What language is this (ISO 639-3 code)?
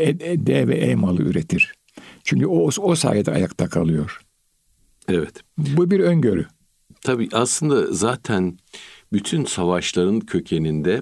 tur